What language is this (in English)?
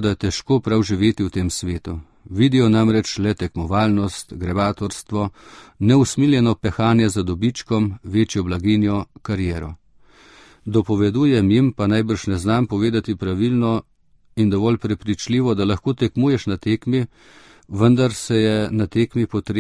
Slovenian